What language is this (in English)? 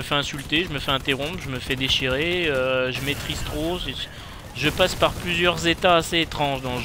French